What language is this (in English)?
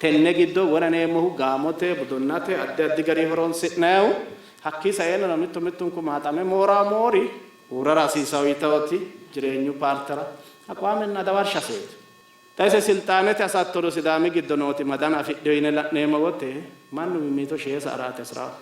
Sidamo